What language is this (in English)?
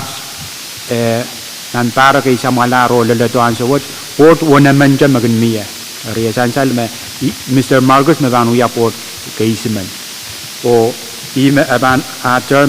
Pohnpeian